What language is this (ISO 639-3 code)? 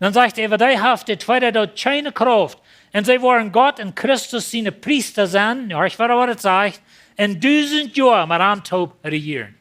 pdt